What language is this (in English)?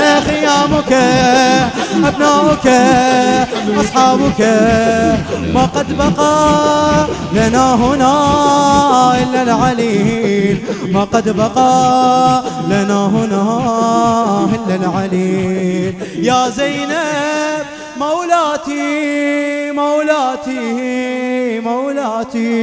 Arabic